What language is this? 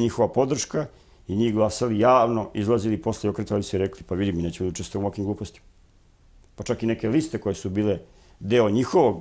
Serbian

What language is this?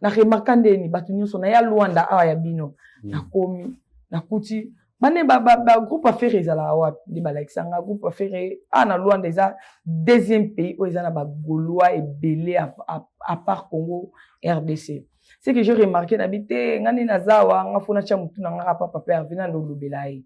Lingala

